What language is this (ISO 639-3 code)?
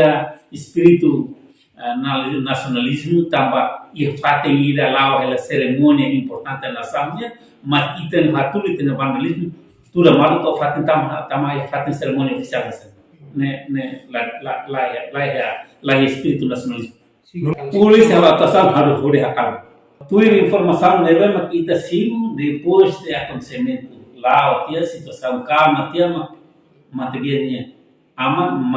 tet